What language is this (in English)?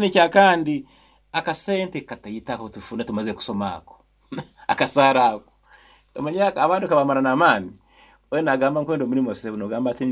Nyankole